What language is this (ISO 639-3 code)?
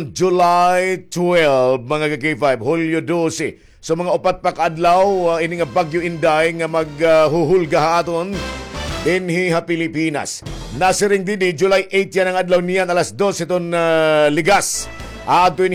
war